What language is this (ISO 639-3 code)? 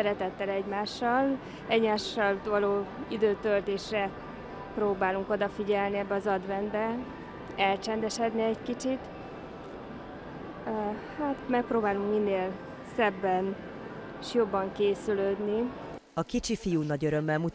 hun